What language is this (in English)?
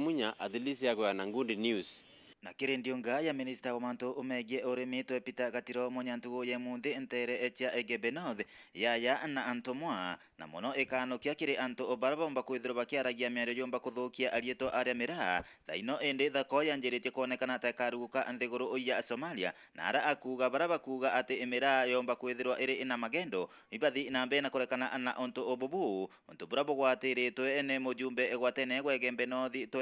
Meru